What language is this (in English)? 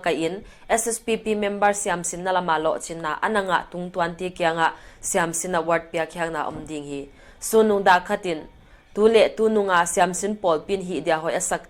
Paite Chin